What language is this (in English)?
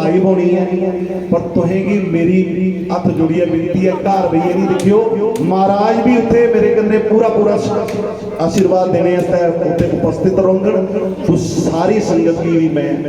Dogri